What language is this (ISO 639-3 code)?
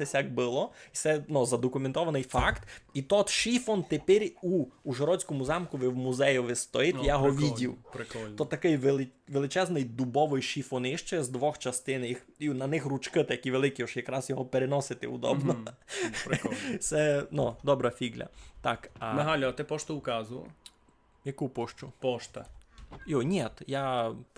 rue